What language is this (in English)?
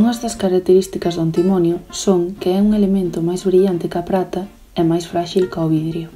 Galician